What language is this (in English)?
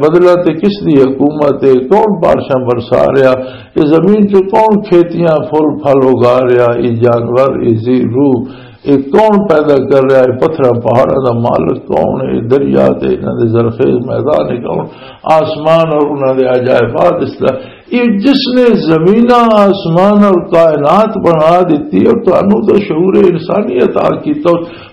Western Panjabi